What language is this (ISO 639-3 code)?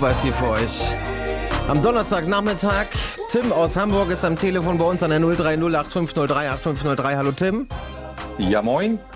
deu